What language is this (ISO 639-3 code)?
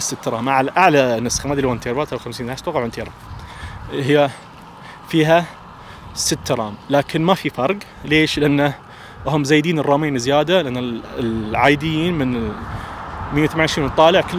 ars